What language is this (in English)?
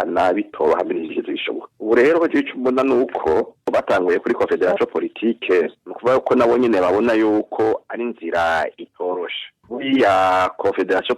Rundi